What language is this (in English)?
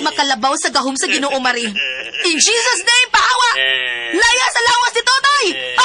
Cebuano